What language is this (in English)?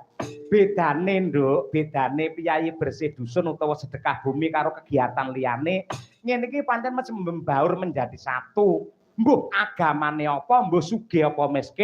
Javanese